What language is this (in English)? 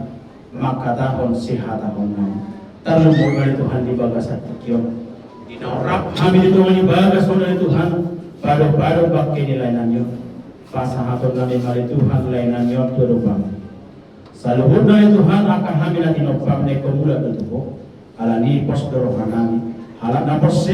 Batak Toba